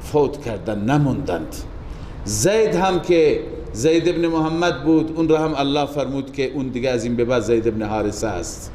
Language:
Persian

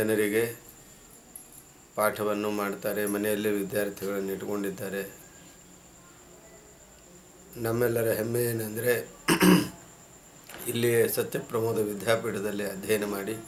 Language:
Kannada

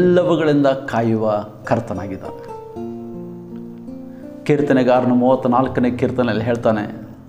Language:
Kannada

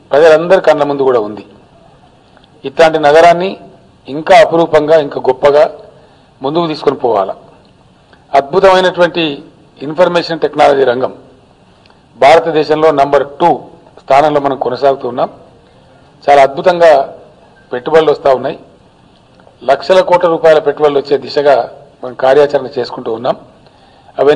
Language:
Telugu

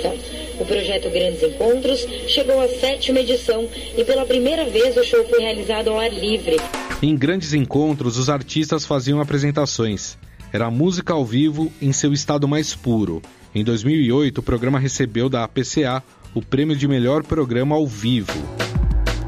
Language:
Portuguese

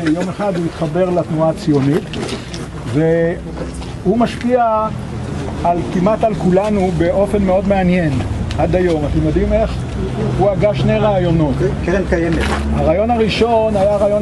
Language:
Hebrew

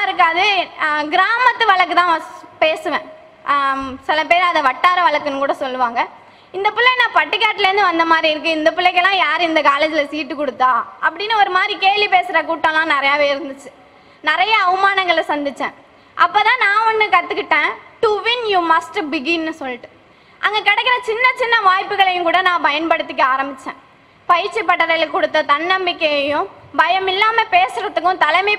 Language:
Tamil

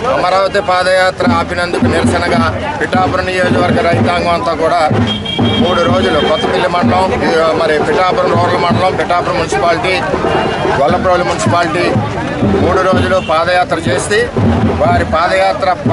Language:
Telugu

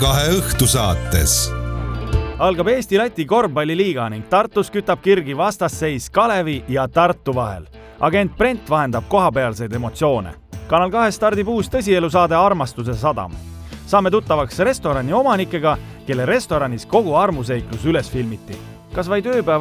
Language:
Estonian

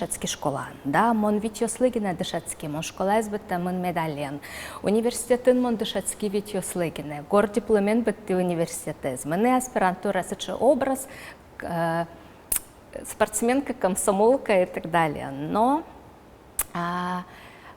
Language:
Udmurt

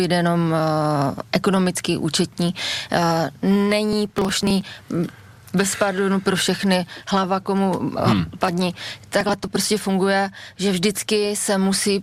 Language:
Czech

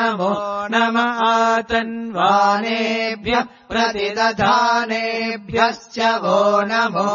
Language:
Sanskrit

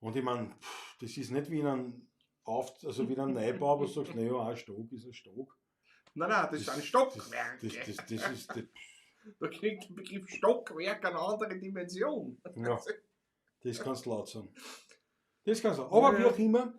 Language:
Bavarian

